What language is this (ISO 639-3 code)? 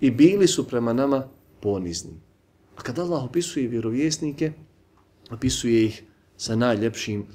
bos